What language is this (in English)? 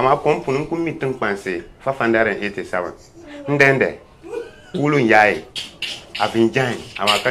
Dagbani